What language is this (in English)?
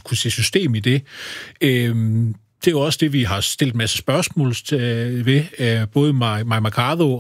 Danish